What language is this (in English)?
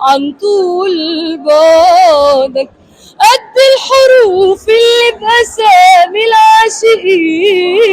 Egyptian Arabic